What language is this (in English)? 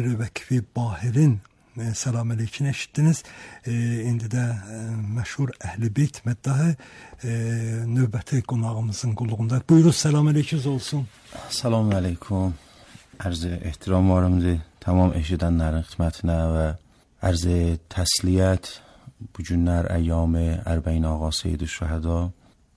Azerbaijani